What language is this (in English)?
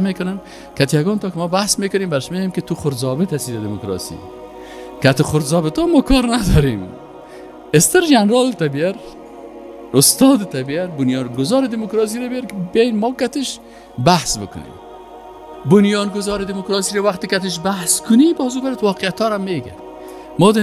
Persian